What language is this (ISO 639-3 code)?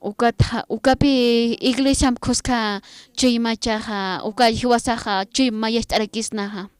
aym